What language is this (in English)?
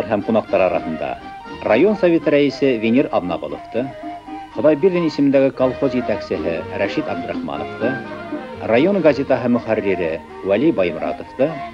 Bashkir